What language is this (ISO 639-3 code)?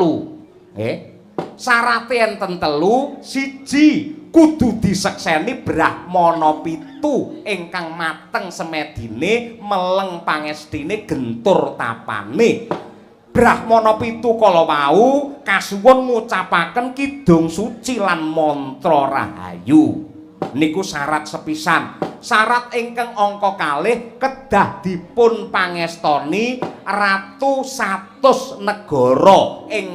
jav